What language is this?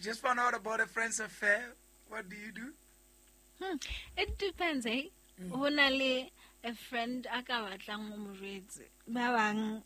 Southern Sotho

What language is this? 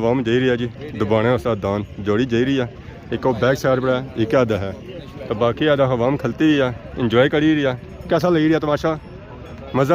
Pahari-Potwari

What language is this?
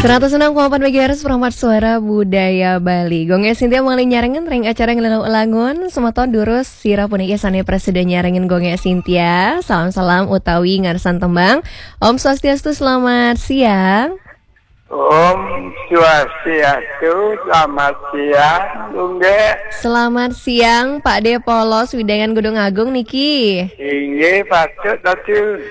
Balinese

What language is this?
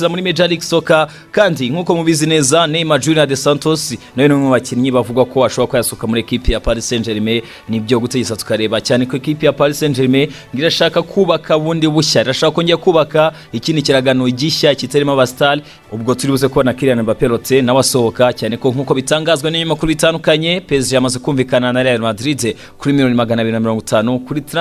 Kinyarwanda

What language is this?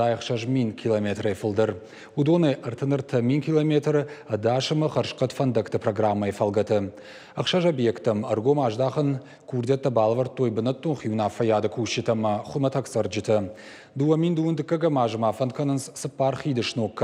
Ossetic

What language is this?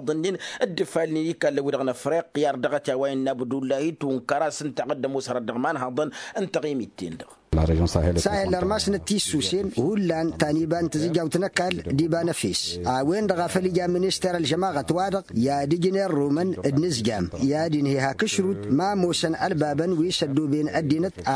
Tamasheq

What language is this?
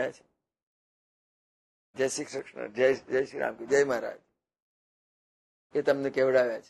Gujarati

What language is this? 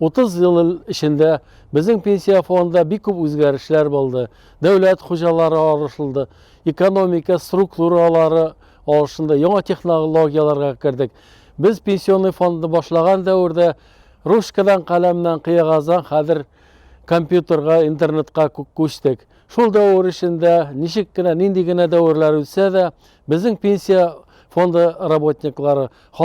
Tatar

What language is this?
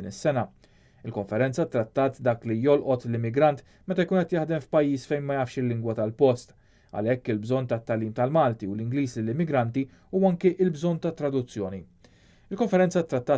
Maltese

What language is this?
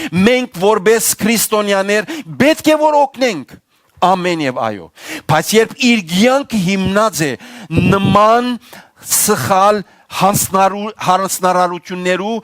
Western Armenian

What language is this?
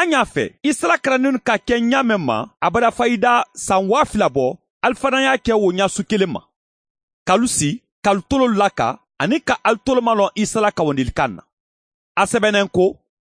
Mandingo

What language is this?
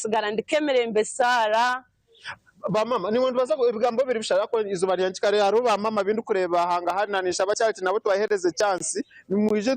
Nyankole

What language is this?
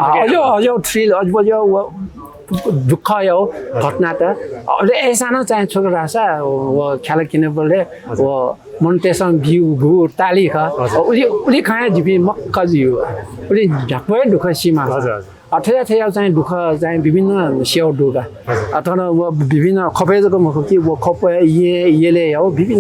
Newari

